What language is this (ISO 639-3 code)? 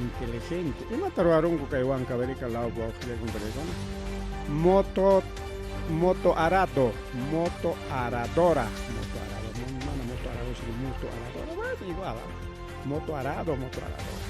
quy